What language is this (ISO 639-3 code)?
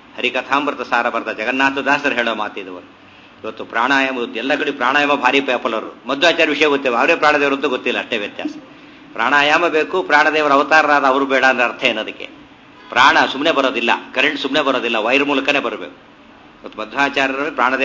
kan